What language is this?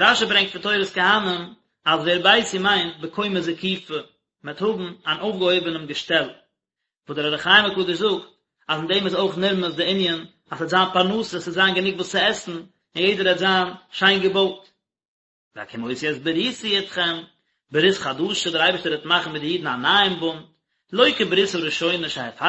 Yiddish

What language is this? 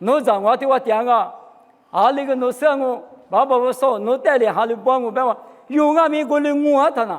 Lisu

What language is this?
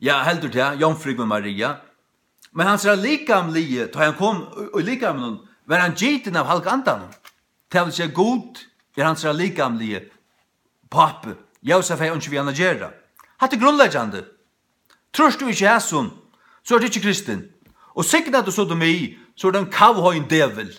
Faroese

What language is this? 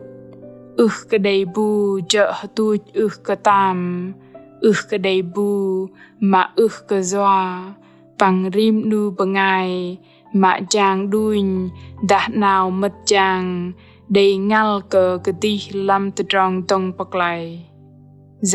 Bahnar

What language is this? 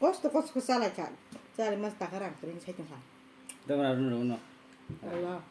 Kok Borok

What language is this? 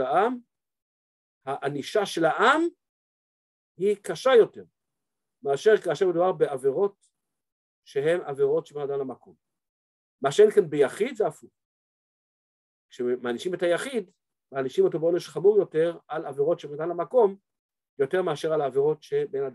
Hebrew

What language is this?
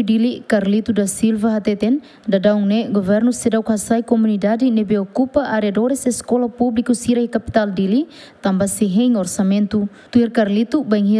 Tetum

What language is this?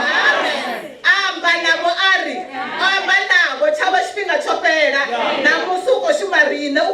Venda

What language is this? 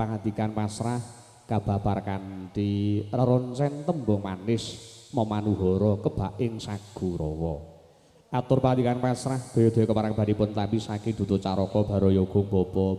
Javanese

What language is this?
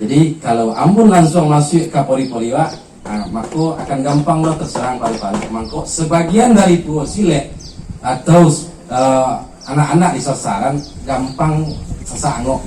Minangkabau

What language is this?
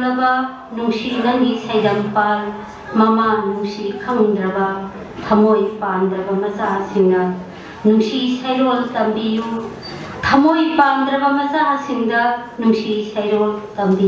Manipuri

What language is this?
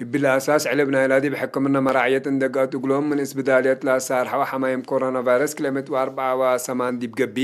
Tigre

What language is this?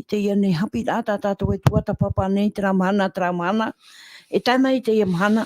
Tahitian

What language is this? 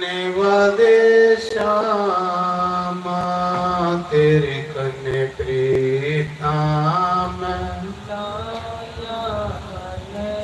Dogri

